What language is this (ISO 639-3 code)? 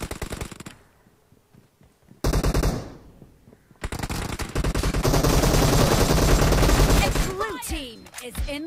hin